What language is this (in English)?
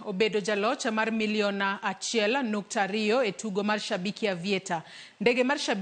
Luo (Kenya and Tanzania)